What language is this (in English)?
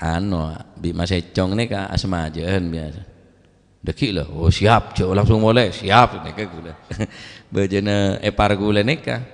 Madurese